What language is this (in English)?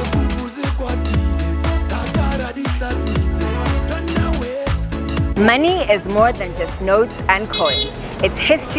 Southern Sotho